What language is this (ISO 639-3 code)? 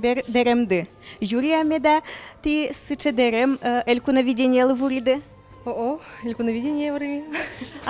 udm